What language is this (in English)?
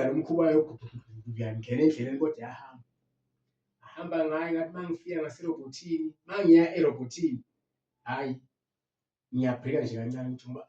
Zulu